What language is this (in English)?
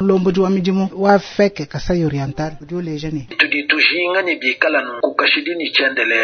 Luba-Lulua